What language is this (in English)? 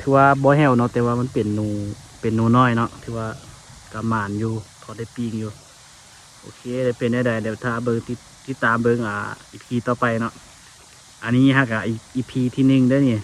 Lao